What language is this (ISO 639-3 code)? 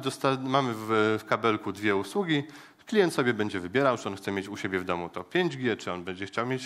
pol